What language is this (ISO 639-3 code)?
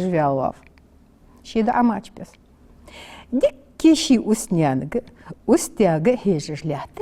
inh